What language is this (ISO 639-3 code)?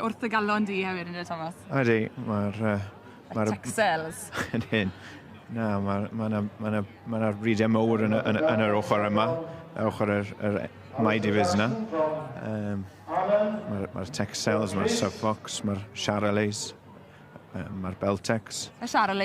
cym